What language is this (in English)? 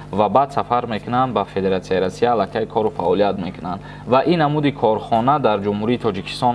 Tajik